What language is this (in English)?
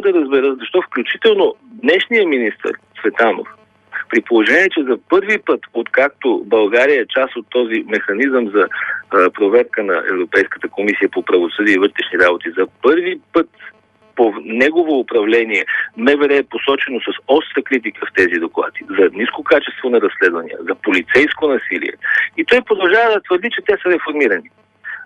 Bulgarian